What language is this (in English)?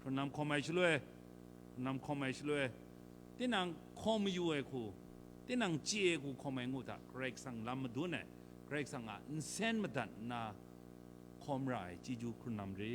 Kachin